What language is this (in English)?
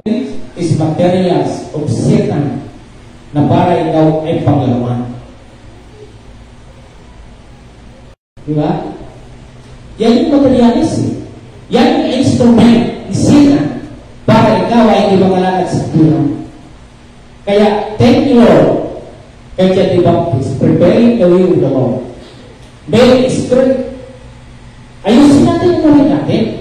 Filipino